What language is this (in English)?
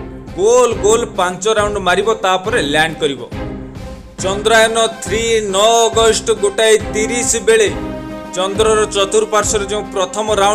Odia